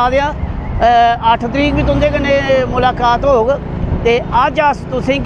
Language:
Dogri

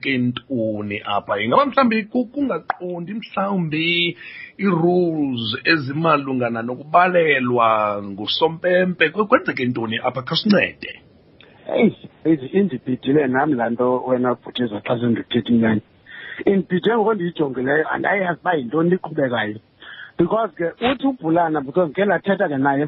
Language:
Xhosa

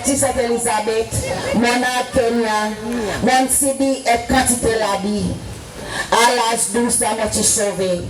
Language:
Seselwa Creole French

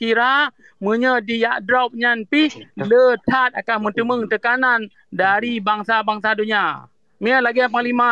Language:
Achinese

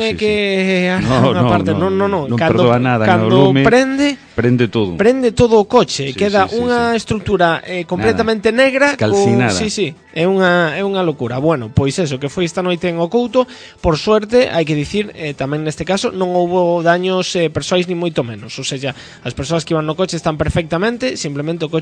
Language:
Galician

